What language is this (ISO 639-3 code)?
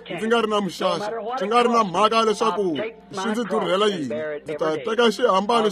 tso